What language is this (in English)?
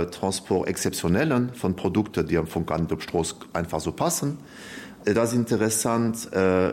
Luxembourgish